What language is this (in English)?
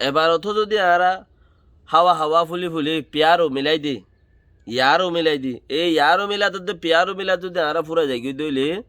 Rohingya